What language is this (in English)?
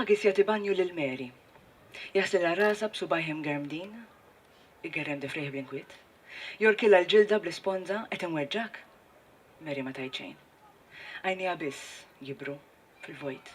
Maltese